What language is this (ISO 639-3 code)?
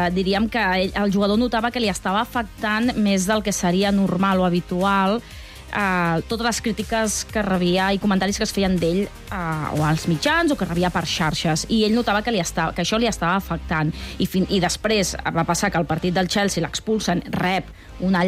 cat